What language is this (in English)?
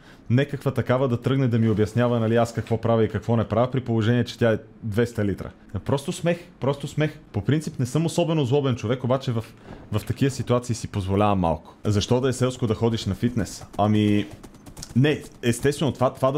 Bulgarian